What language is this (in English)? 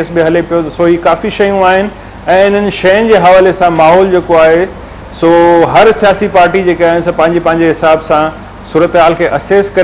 Sindhi